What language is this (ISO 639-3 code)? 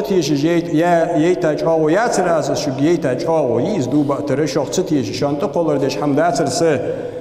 inh